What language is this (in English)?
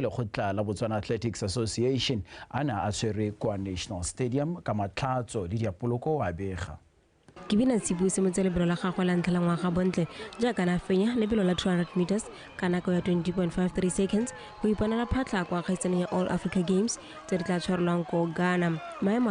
Tswana